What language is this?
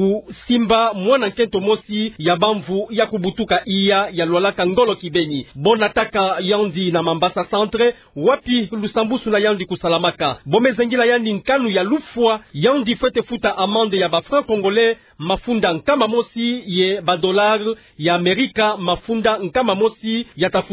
Kituba (Democratic Republic of Congo)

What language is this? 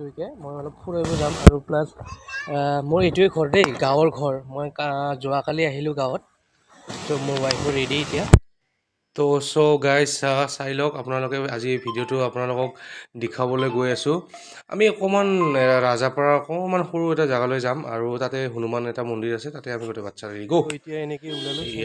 Assamese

